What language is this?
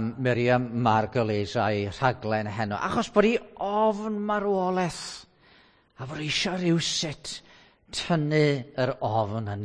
Welsh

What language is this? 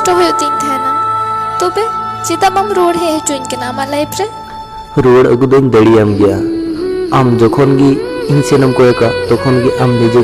Santali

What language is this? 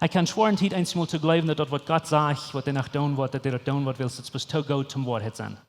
Plautdietsch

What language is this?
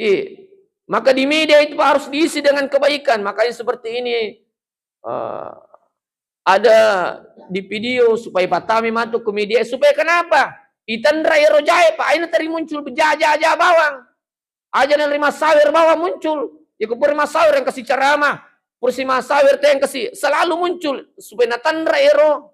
Buginese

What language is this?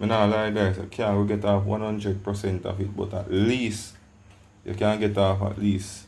Jamaican Creole English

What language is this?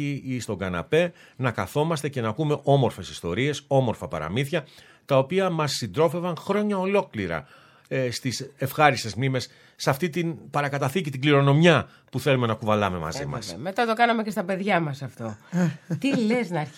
Greek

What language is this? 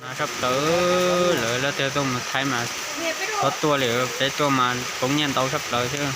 Hmong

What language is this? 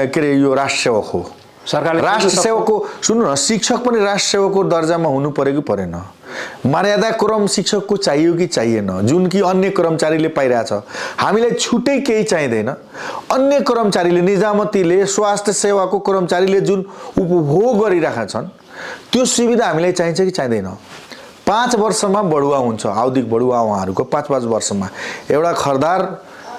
Nepali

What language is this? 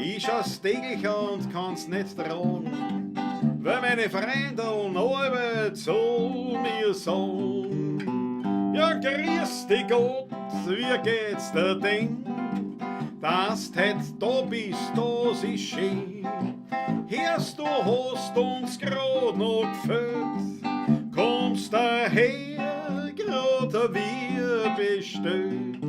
Bavarian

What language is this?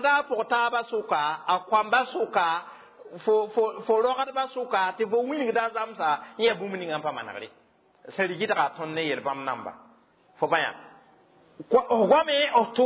Mossi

